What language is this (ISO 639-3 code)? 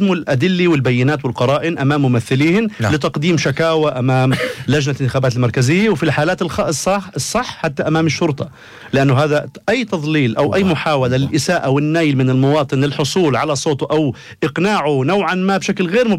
apc